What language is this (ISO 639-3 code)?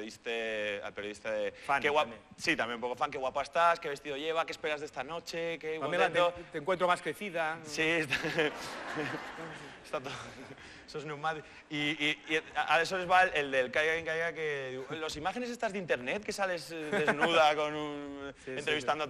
cat